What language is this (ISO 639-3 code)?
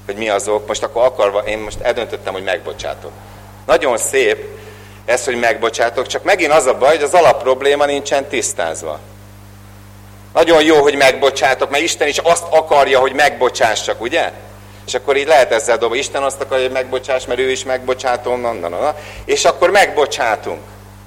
hun